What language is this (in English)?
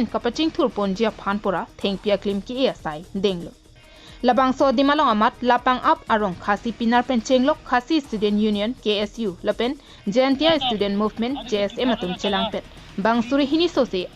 Karbi